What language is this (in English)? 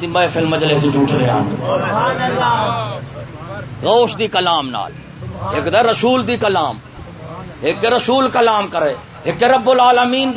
Saraiki